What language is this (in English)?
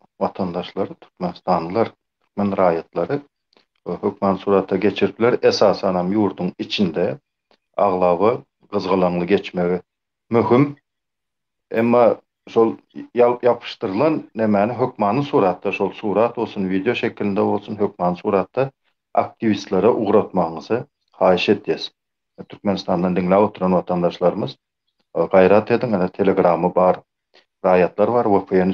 Turkmen